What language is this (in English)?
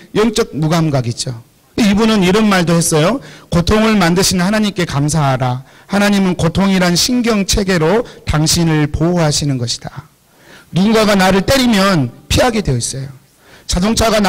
Korean